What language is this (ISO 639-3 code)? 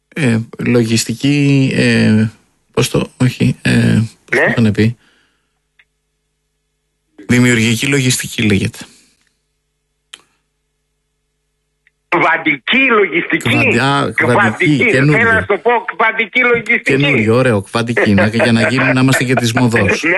ell